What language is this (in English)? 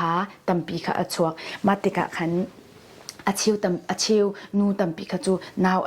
Hakha Chin